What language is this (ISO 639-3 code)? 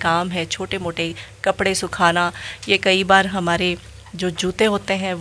hin